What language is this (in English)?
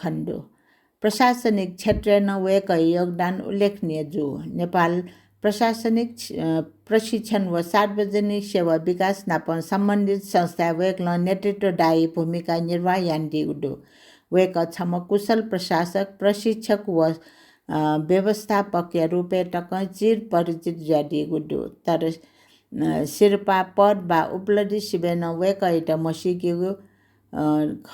Newari